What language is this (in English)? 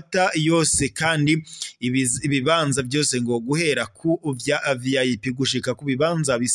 Rundi